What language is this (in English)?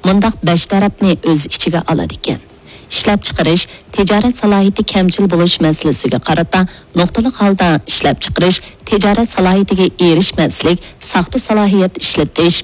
Uyghur